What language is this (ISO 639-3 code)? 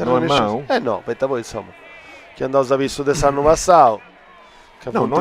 srd